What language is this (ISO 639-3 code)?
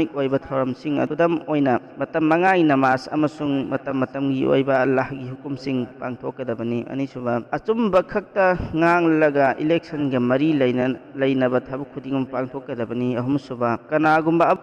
mni